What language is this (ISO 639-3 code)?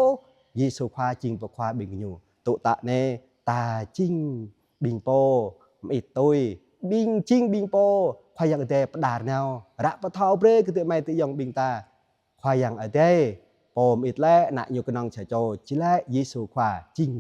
jra